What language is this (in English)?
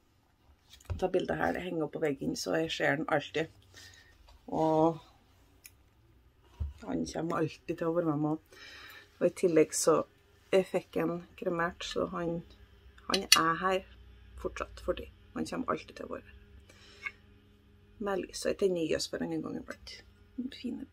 Norwegian